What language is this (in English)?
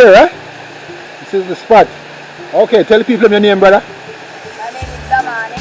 Jamaican Creole English